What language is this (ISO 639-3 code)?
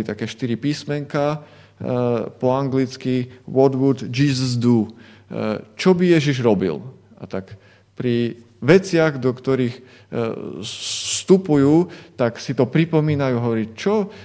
slk